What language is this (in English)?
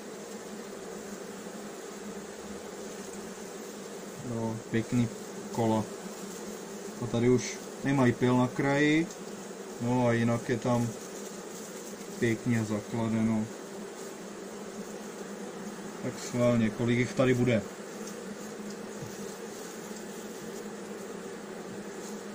Czech